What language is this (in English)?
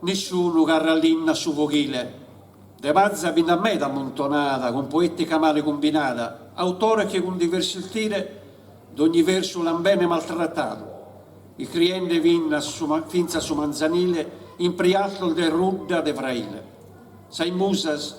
Sardinian